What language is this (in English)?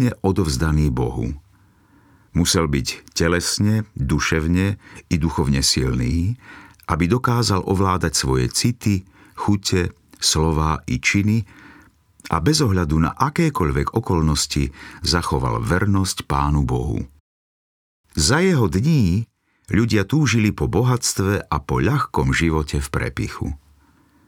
Slovak